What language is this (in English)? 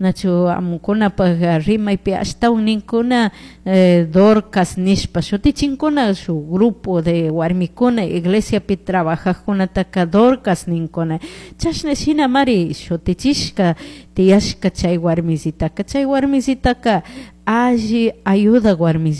Chimborazo Highland Quichua